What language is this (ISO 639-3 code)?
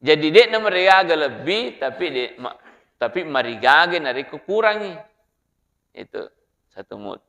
bug